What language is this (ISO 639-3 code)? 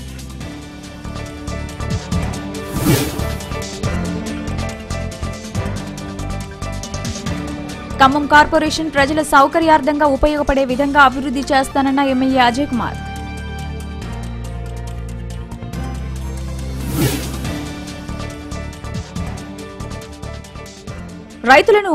tel